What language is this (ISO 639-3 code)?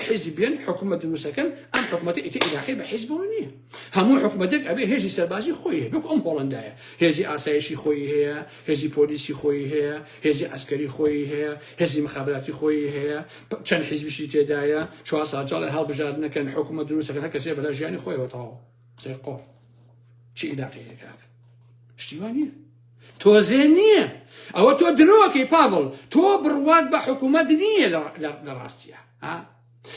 ckb